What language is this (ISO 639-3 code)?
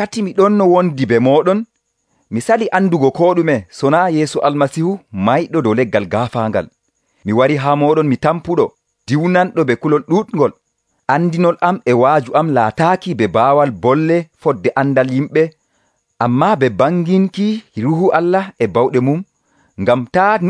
fuv